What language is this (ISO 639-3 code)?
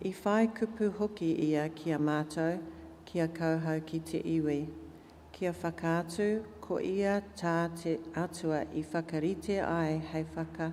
mri